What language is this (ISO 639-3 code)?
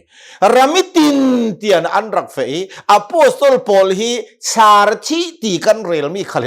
cnh